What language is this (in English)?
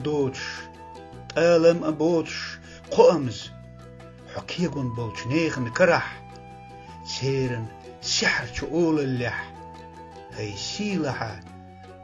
Chechen